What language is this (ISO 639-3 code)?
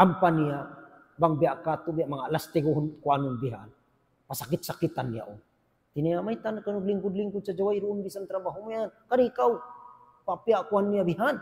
tsg